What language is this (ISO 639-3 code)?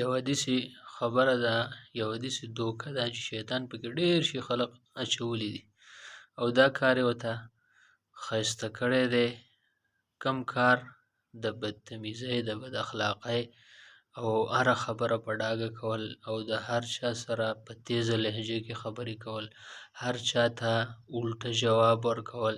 pus